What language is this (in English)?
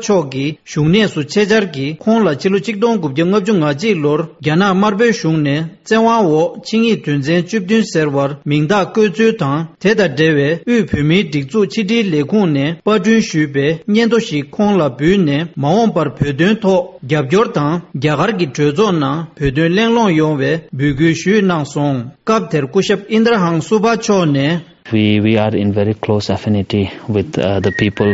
Tibetan